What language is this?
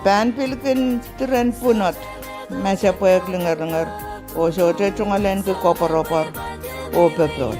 Pohnpeian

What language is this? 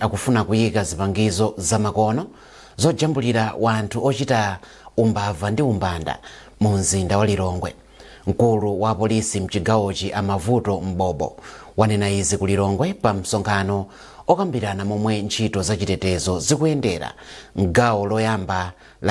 Nyanja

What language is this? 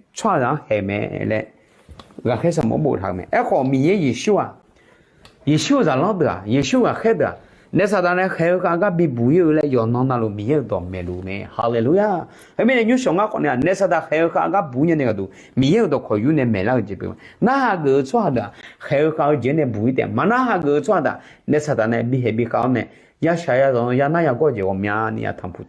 Akha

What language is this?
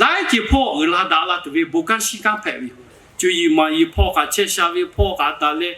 Lahu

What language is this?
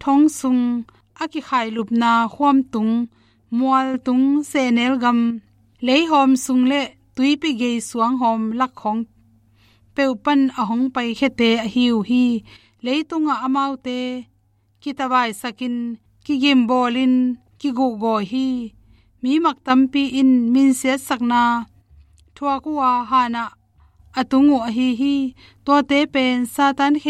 Tedim Chin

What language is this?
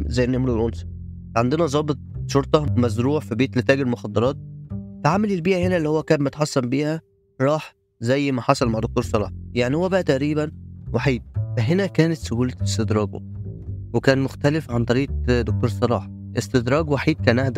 Egyptian Arabic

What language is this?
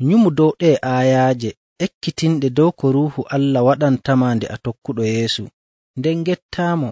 Nigerian Fulfulde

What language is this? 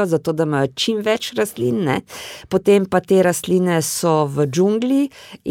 Slovenian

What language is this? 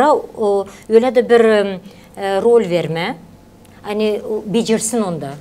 Gagauz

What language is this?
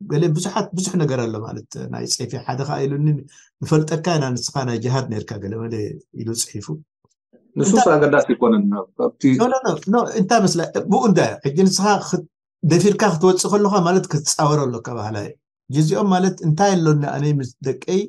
Tigrinya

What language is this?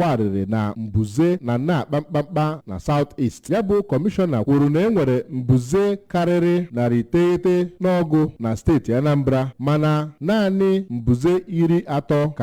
Igbo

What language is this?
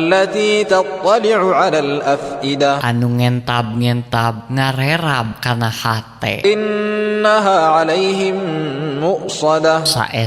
Sundanese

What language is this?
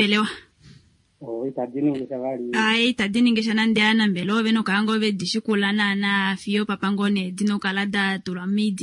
Kuanyama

